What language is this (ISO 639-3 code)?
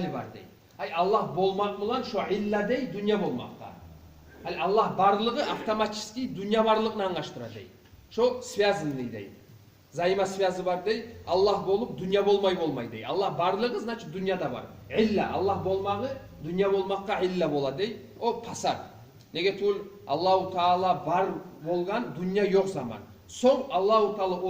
kum